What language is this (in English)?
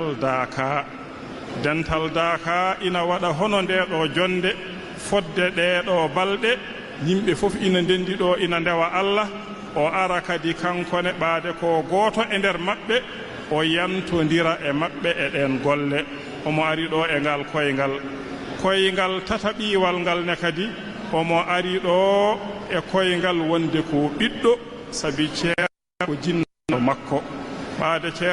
Fula